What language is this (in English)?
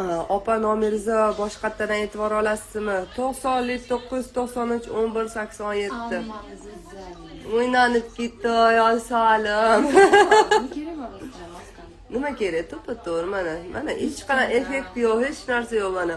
Uzbek